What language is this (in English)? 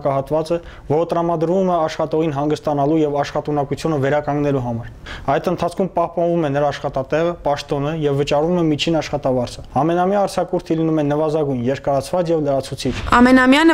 Armenian